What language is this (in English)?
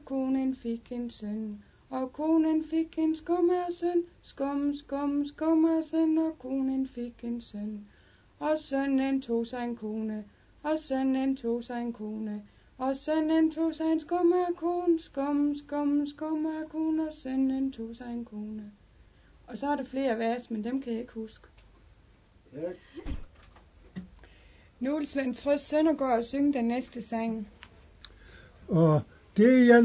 Danish